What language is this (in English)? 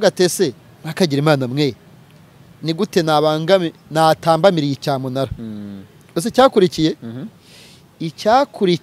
Kinyarwanda